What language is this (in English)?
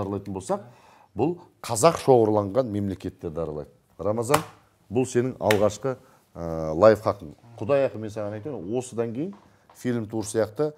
Kazakh